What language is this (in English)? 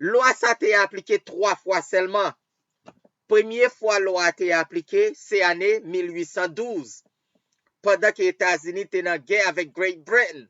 Haitian Creole